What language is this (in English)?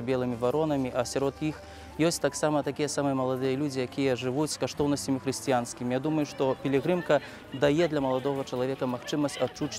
Belarusian